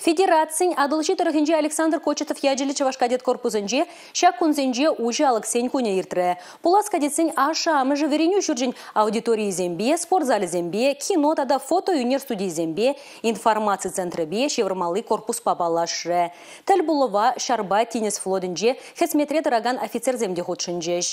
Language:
Chuvash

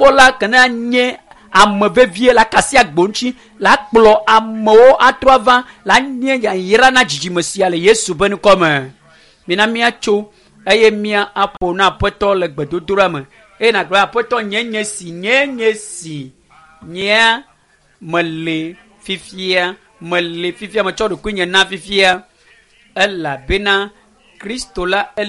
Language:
Ewe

